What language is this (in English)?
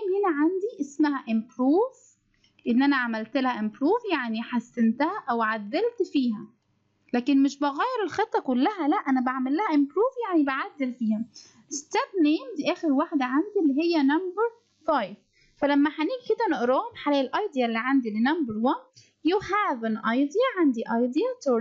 Egyptian Arabic